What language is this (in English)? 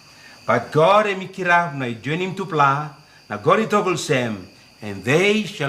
Tok Pisin